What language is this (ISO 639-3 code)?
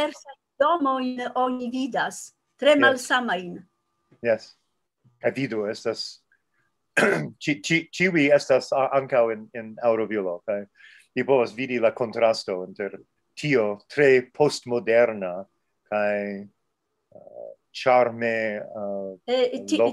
epo